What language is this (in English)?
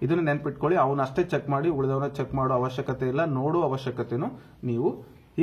Kannada